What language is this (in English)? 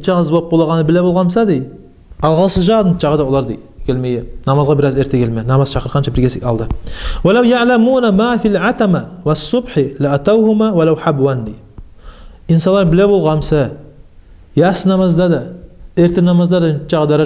Kumyk